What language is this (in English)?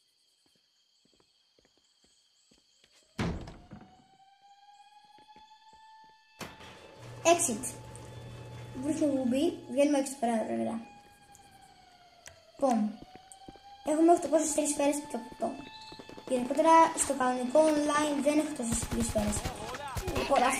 Greek